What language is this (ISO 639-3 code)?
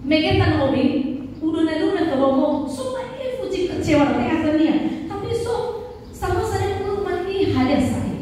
nia